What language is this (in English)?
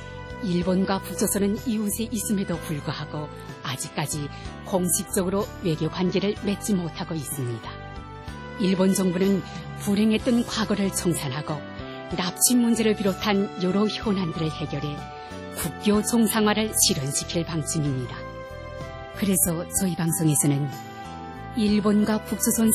Korean